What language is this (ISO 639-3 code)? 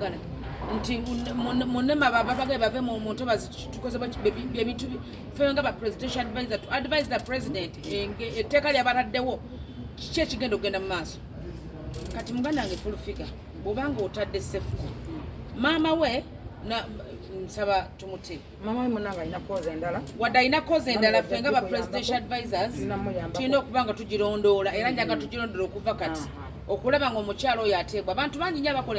lug